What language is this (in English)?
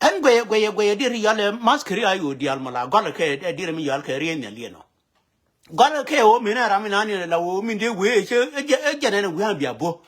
Nuer